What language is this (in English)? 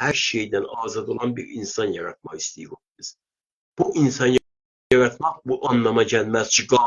South Azerbaijani